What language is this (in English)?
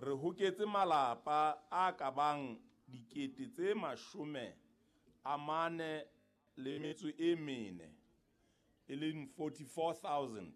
Southern Sotho